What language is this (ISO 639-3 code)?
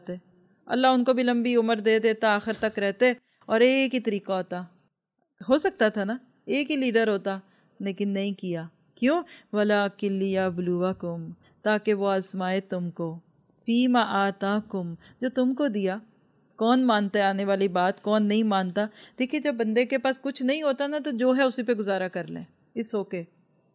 urd